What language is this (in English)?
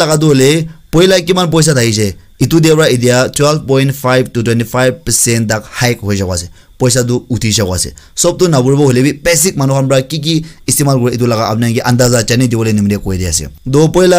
Naga Pidgin